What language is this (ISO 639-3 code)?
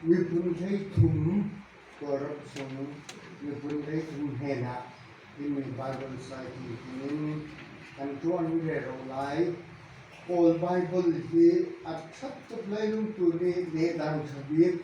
cfm